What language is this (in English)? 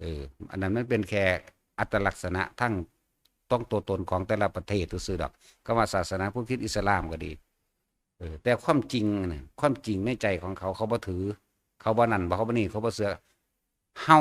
Northeastern Thai